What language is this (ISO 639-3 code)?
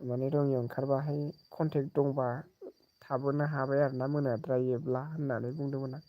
brx